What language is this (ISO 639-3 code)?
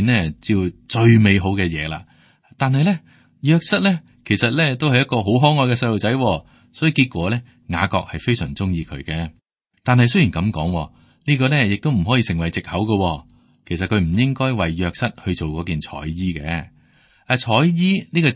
yue